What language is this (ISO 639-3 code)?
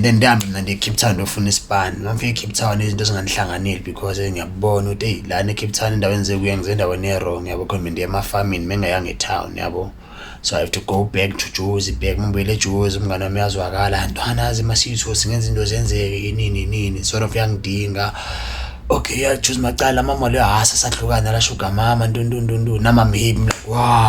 zul